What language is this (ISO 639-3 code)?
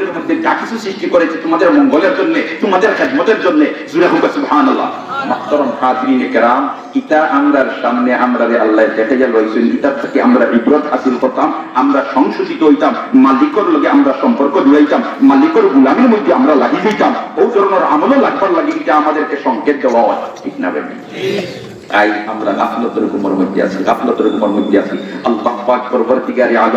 syl